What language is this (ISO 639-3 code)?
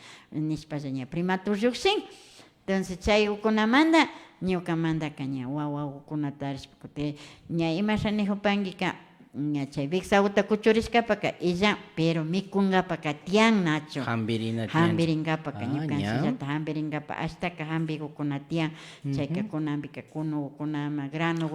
qvi